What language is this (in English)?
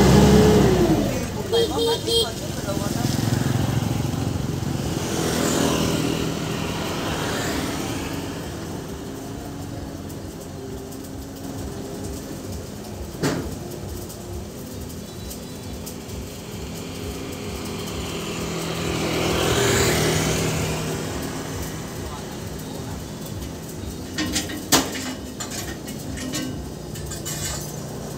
Vietnamese